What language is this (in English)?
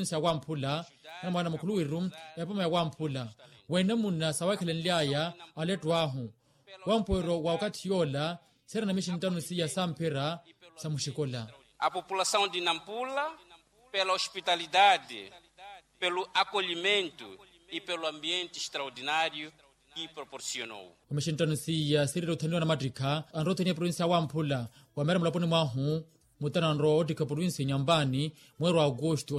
Makhuwa